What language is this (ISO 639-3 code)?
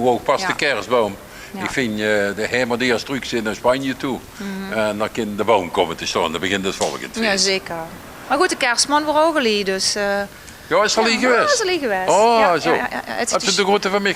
lim